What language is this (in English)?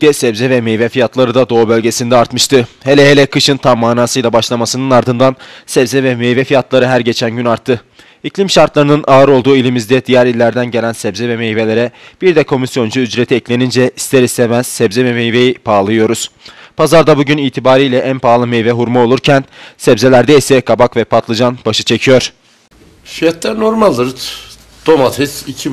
Turkish